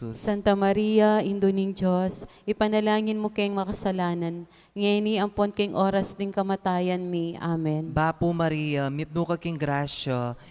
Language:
Pampanga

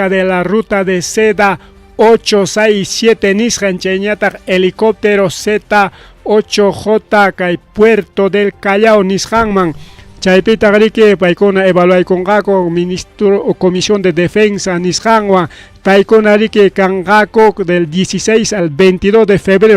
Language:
Ayacucho Quechua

